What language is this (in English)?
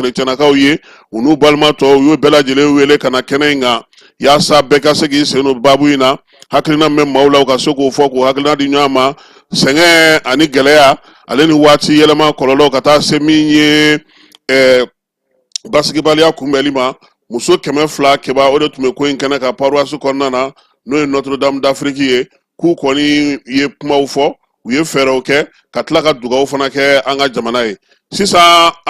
Bambara